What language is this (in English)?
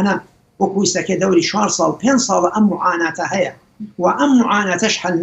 Central Kurdish